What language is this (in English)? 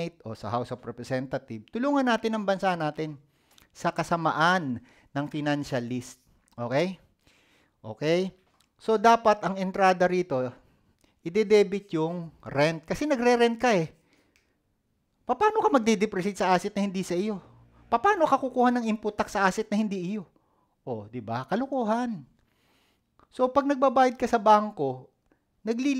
Filipino